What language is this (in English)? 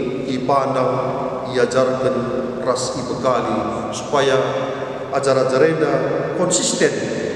Batak Karo